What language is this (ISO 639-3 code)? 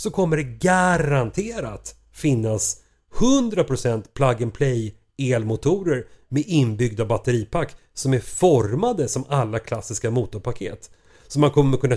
swe